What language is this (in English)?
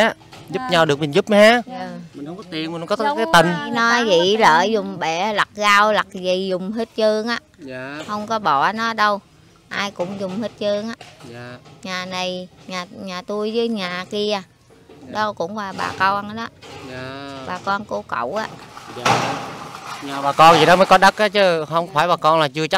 Vietnamese